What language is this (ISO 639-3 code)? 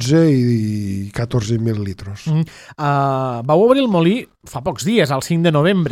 cat